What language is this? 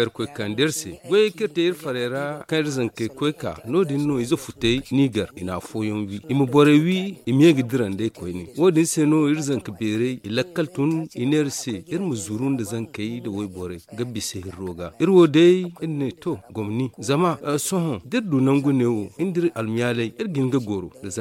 Zarma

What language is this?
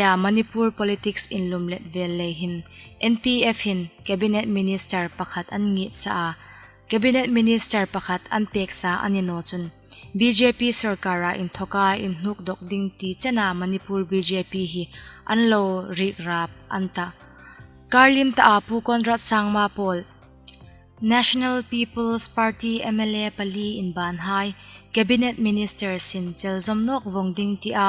Hmar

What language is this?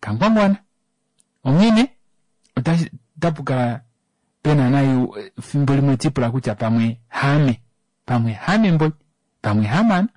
Kuanyama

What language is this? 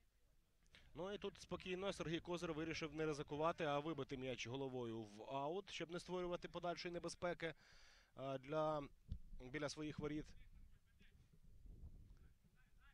Ukrainian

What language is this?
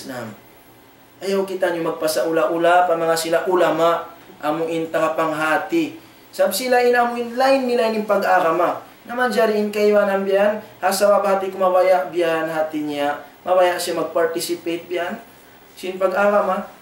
Tausug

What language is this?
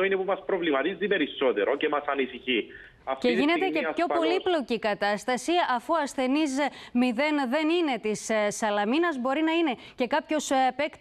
Greek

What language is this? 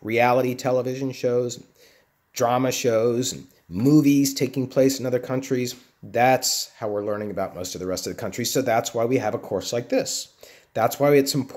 English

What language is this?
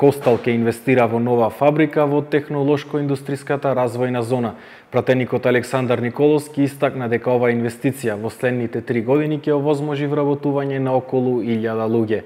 Macedonian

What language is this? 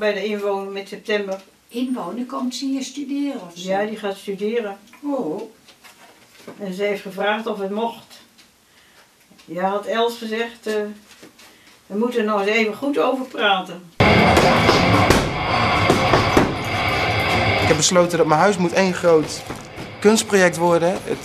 Dutch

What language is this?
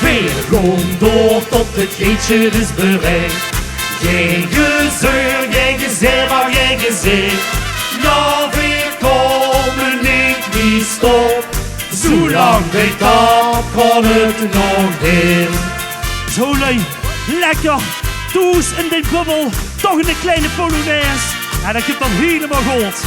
Limburgish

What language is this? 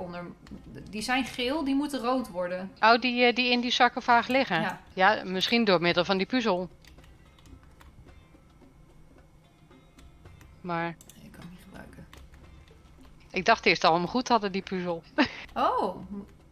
Dutch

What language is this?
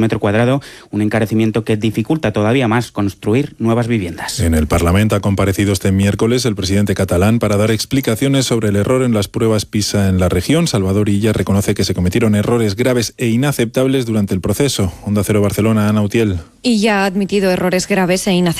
Spanish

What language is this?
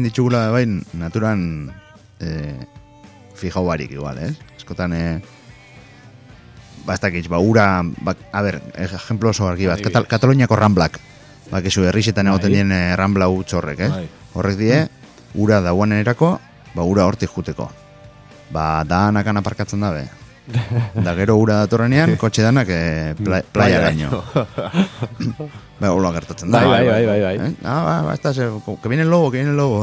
Basque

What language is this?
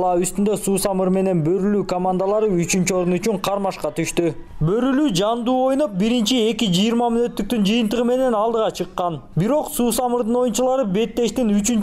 Kyrgyz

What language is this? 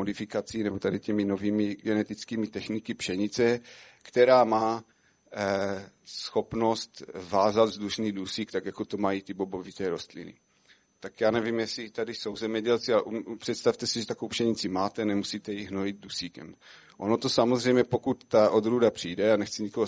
Czech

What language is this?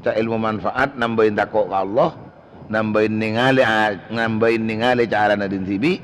Madurese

